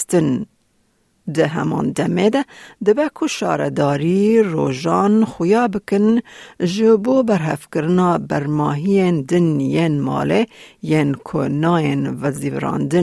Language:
Kurdish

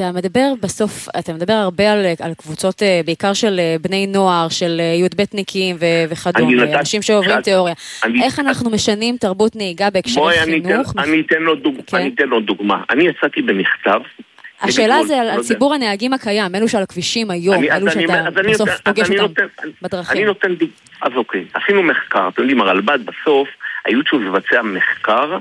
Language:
Hebrew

